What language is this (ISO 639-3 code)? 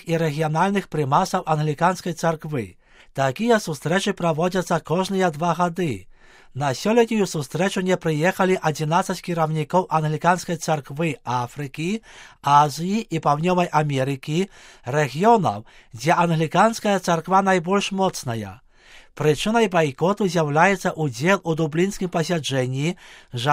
bel